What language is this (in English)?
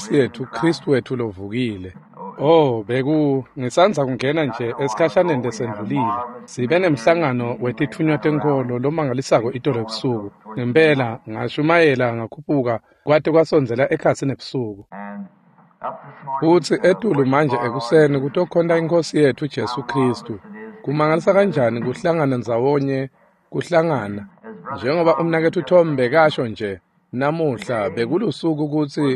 Swati